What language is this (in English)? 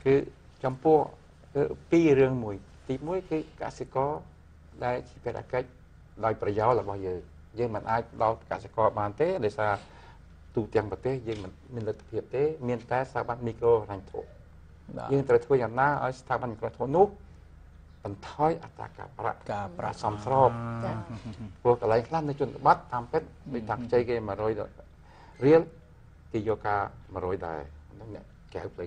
Khmer